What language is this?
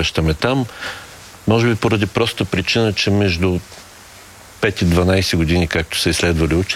Bulgarian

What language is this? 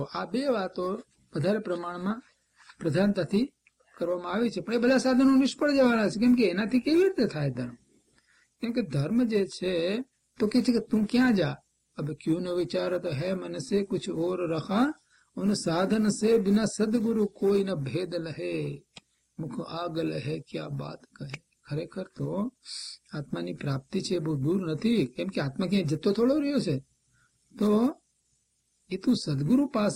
Gujarati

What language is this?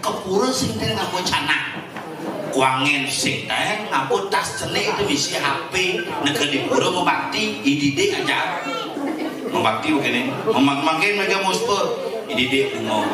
Balinese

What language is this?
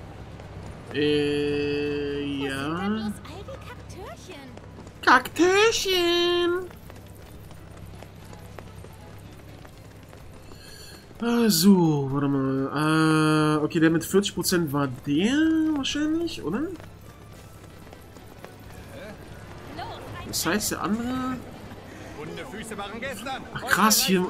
German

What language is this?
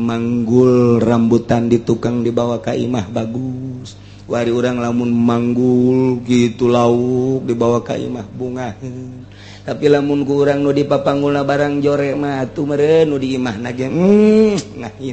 Sundanese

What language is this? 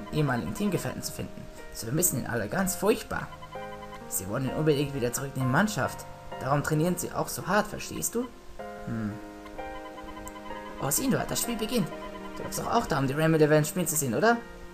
German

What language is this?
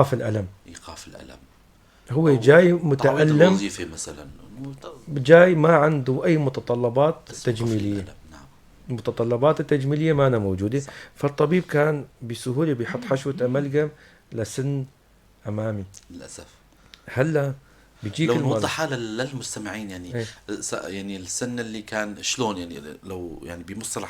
North Levantine Arabic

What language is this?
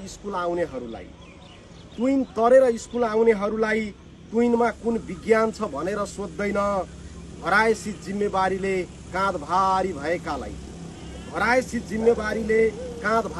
Nepali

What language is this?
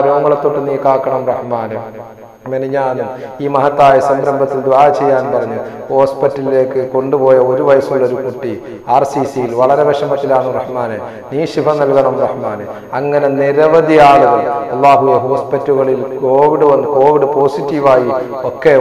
Malayalam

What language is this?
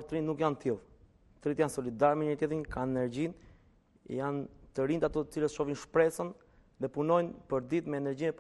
Albanian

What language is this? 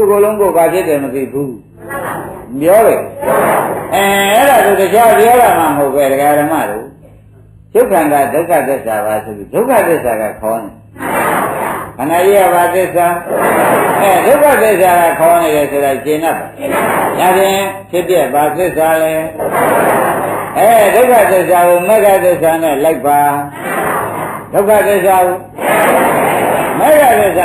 Burmese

